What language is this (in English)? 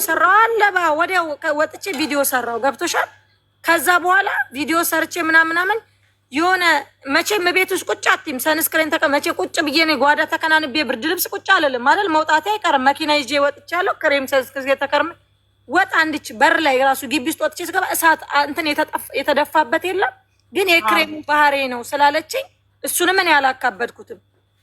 Amharic